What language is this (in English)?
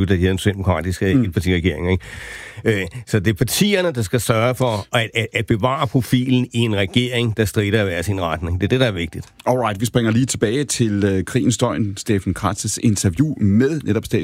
Danish